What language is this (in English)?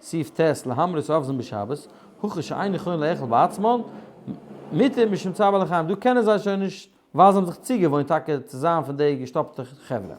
Yiddish